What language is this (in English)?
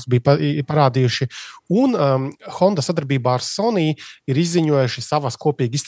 Latvian